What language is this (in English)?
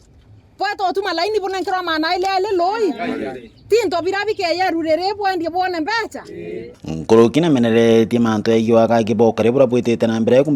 Meru